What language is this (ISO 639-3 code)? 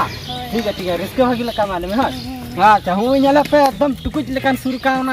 sat